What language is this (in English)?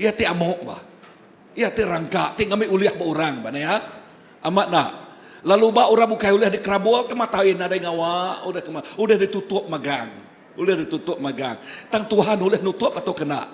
Iban